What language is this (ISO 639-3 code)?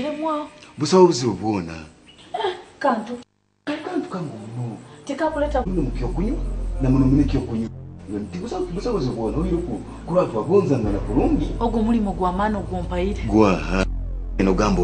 nyo